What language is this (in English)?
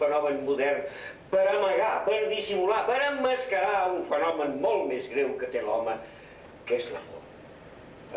Catalan